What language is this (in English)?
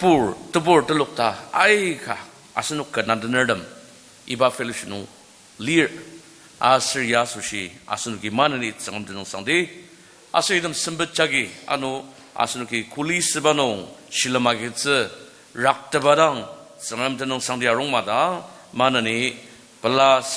Ao Naga